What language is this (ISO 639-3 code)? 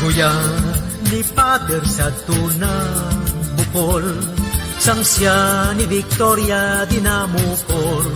hil